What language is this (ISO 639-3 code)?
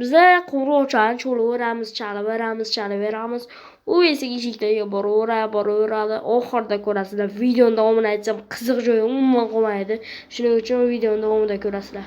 uzb